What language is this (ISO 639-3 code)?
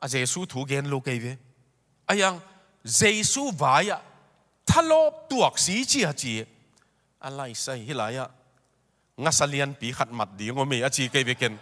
ctd